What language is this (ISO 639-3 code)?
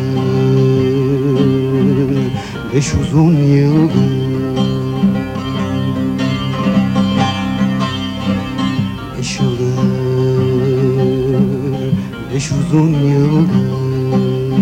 tur